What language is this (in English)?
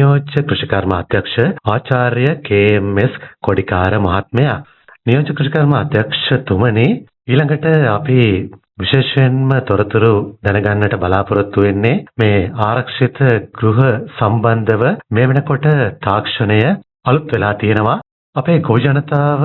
Sinhala